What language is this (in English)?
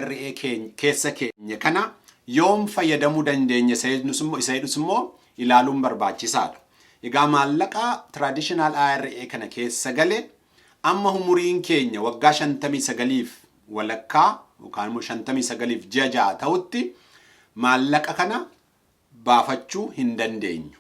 Oromo